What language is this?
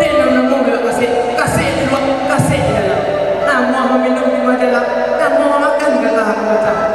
Minangkabau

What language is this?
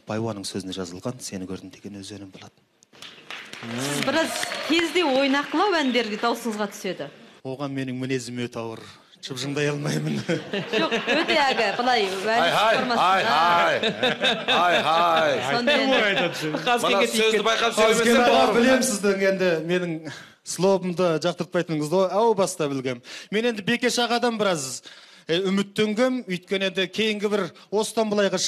Kazakh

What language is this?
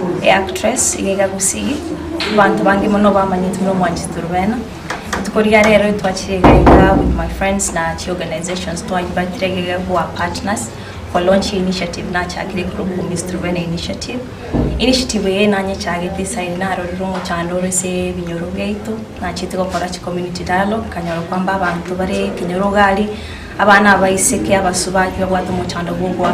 Gusii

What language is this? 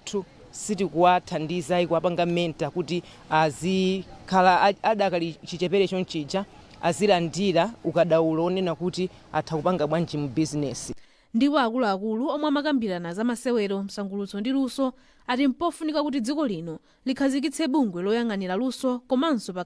Nyanja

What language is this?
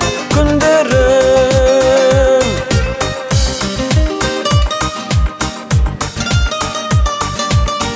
Kazakh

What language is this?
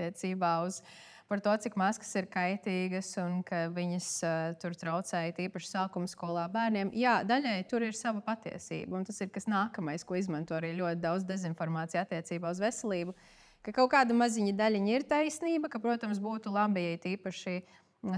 Latvian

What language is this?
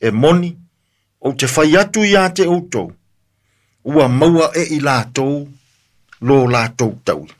Samoan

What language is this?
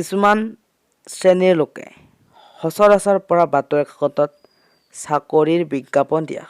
Assamese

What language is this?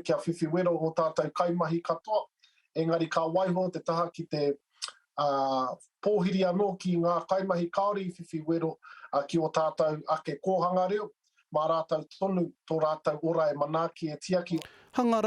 Māori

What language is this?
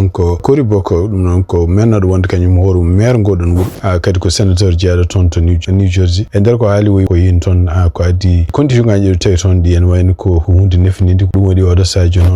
Fula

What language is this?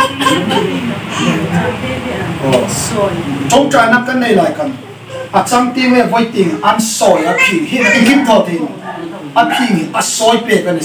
Hmar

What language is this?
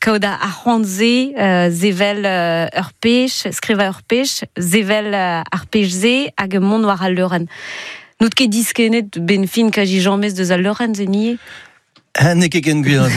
Breton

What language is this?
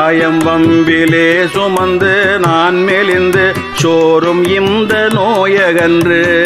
Tamil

